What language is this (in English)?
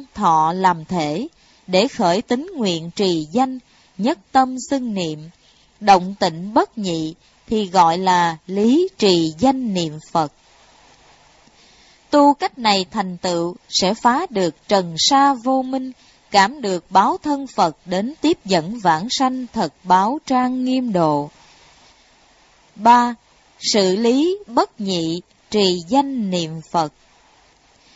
Vietnamese